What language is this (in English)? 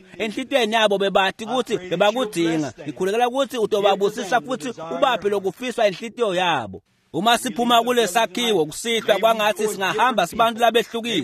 Swati